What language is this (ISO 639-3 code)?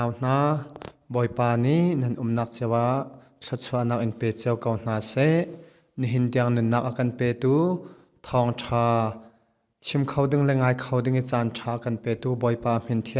cnh